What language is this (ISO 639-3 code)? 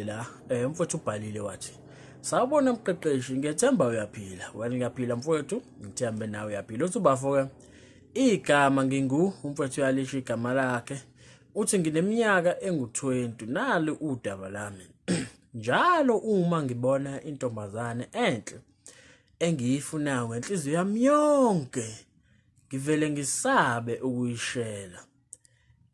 zul